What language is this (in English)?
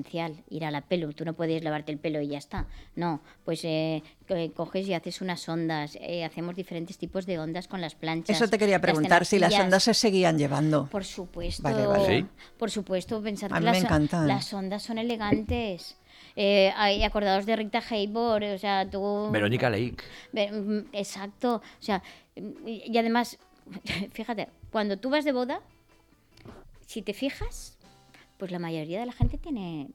Spanish